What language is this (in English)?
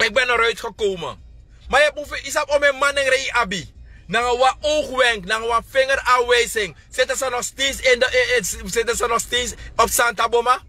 Sranan Tongo